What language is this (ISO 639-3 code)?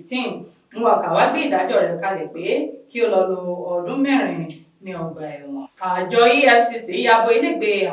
yor